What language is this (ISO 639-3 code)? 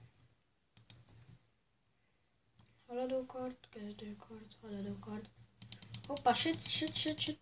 hun